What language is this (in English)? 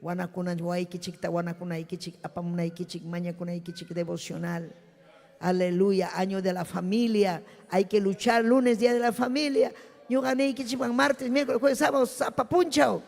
Ayacucho Quechua